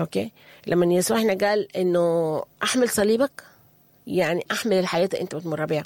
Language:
Sudanese Arabic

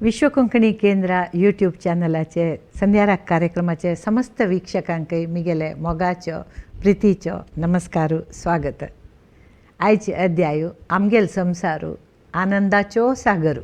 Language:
Konkani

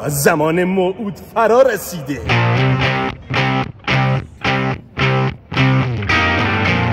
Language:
Persian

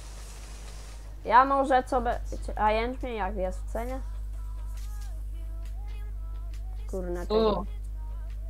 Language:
Polish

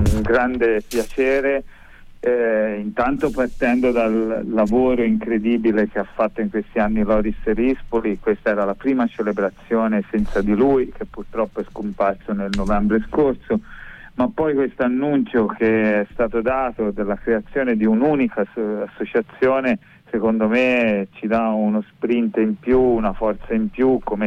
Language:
Italian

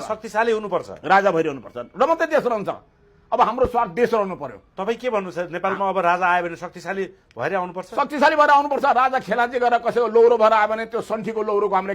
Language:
Nepali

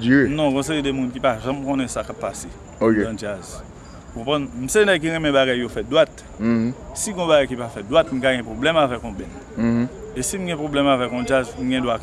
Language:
Haitian Creole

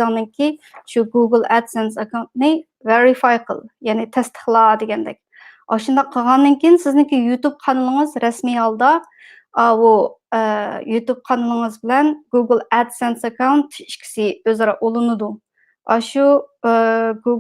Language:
Uyghur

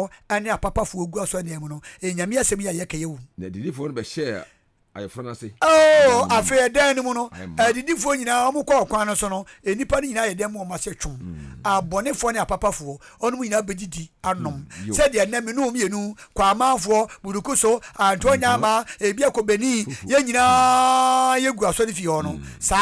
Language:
Akan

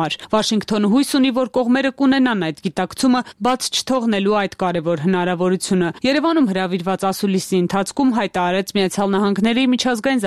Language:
Armenian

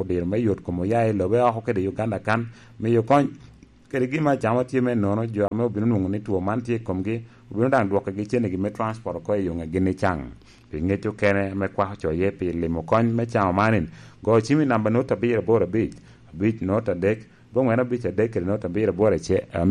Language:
Lango (Uganda)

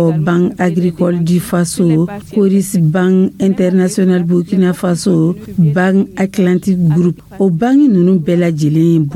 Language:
Dyula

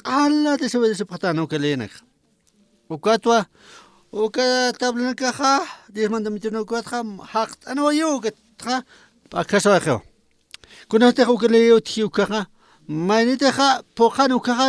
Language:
Aymara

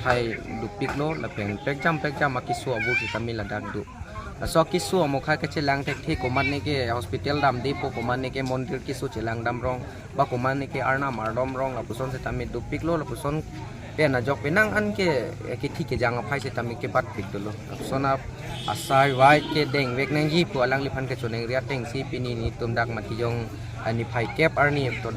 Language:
Karbi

